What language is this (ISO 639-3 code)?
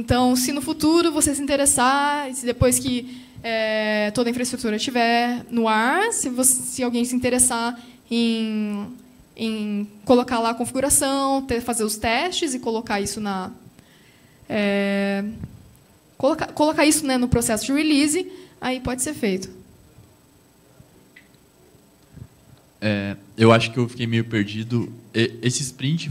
por